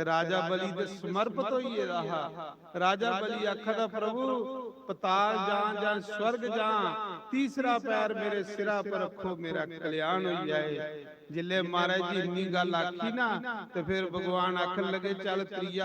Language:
Dogri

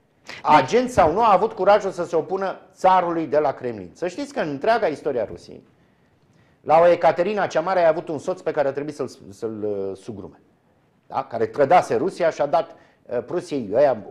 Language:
Romanian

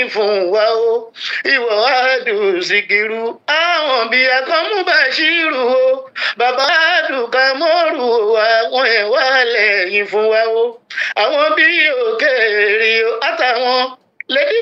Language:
Yoruba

